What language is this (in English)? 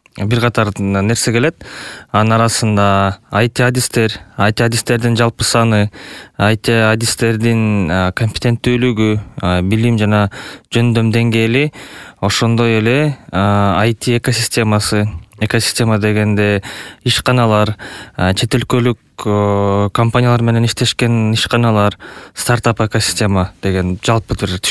Kyrgyz